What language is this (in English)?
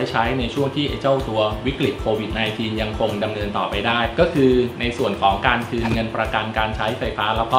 Thai